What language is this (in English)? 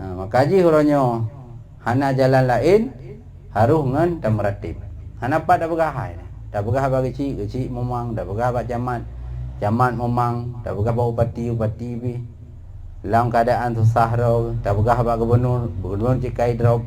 Achinese